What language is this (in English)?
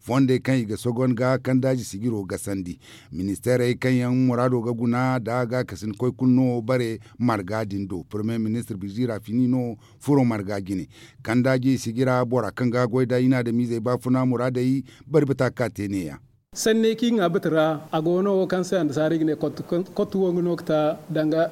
Zarma